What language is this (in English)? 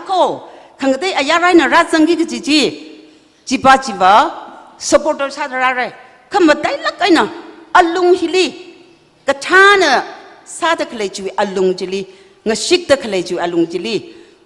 Tangkhul Naga (India)